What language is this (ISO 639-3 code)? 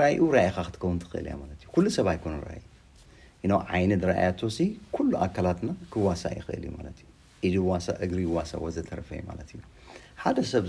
tir